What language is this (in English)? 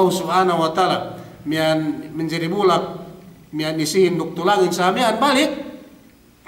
Yakan